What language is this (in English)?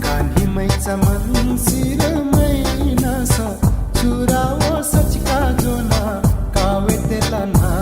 Newari